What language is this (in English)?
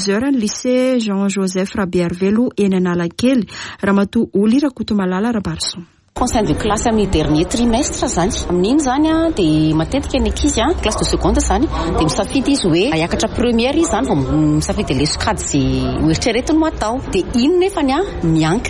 Malagasy